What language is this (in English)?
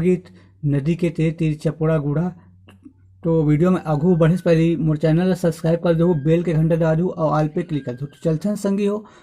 Chhattisgarhi